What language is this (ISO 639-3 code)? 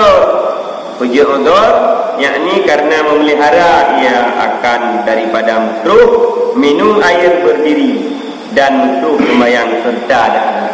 ace